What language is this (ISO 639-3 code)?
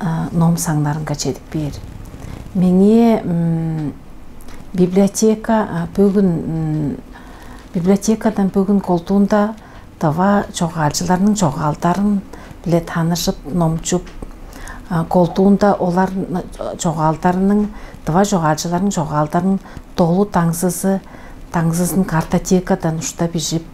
tyv